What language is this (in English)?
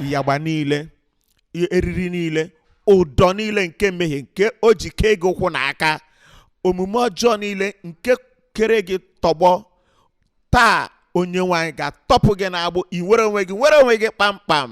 Igbo